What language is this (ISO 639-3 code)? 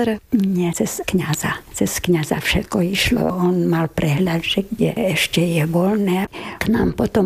slk